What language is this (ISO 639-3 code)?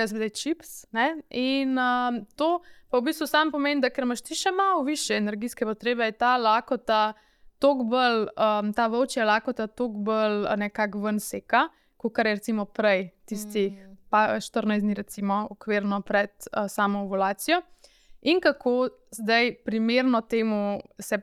slv